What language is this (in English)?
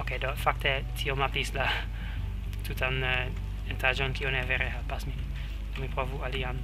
Esperanto